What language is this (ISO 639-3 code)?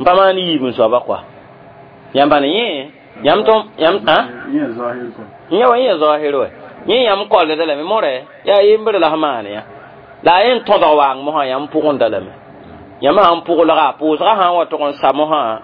mos